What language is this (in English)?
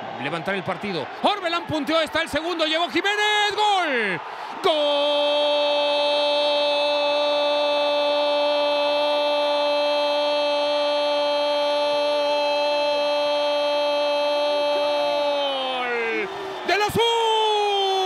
Spanish